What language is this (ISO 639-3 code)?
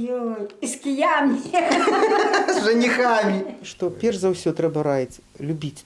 bel